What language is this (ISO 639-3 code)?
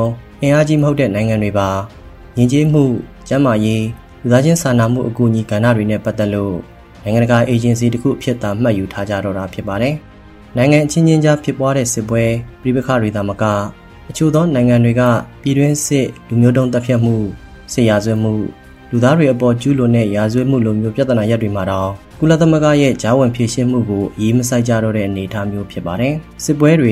mya